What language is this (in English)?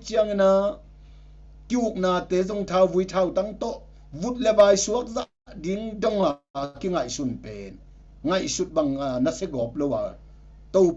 Tedim Chin